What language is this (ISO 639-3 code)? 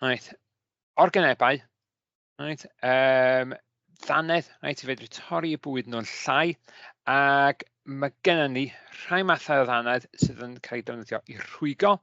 cym